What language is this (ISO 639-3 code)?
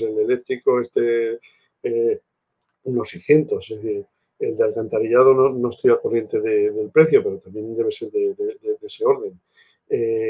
spa